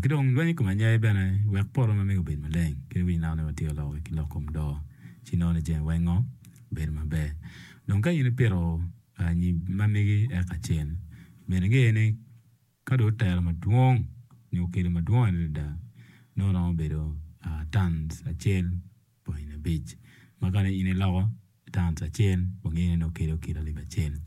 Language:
Acoli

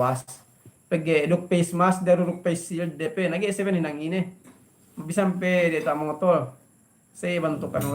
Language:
Yakan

